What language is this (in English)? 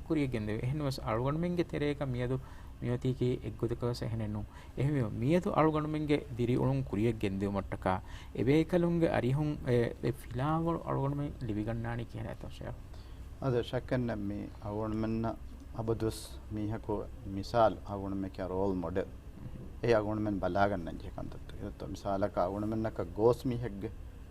Divehi